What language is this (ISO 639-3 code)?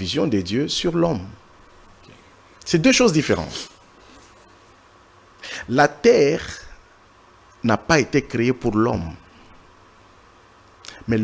fra